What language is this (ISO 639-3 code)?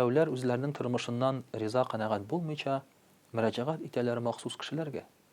tat